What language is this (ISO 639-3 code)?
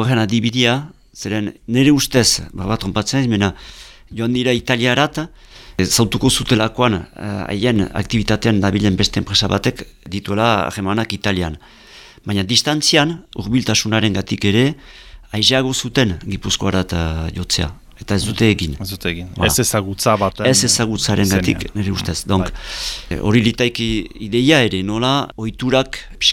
eus